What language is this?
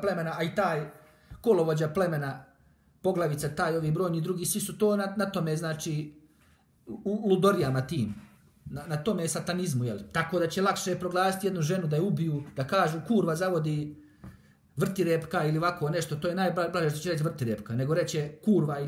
Bosnian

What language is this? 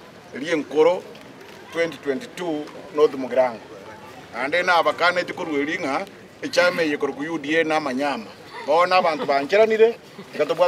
Gusii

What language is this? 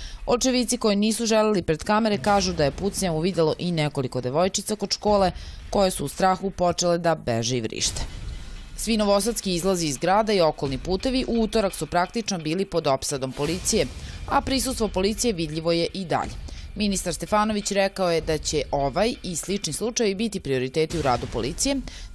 Serbian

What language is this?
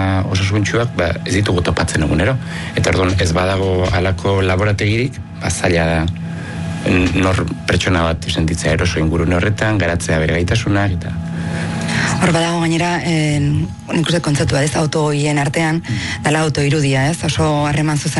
Basque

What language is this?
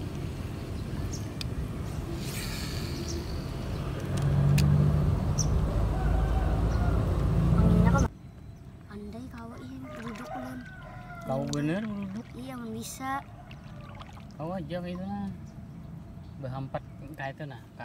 Indonesian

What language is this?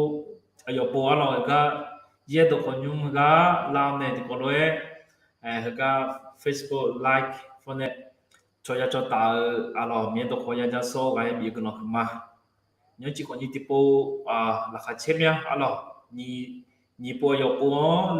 Akha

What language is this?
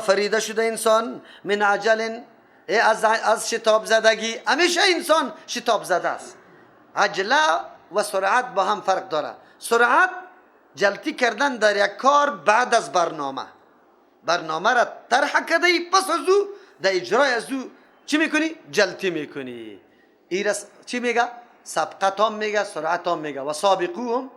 Persian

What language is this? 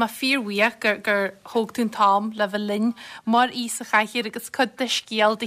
Irish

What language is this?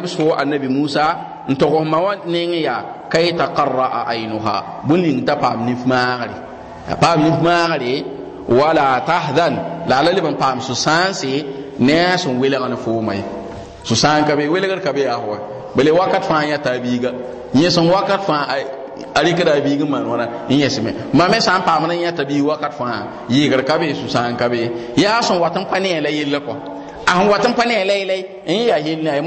Mossi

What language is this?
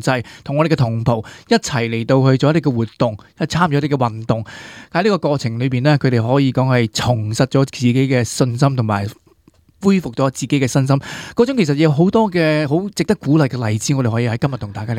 Cantonese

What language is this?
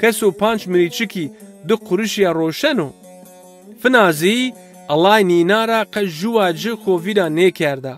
Zaza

